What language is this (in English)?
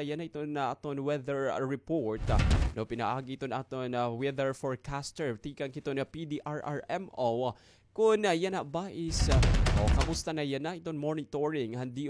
Waray